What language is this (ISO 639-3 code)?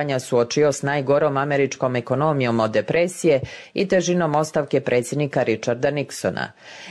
hrv